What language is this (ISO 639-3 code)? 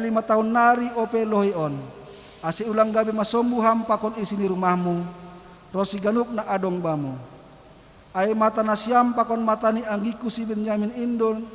bts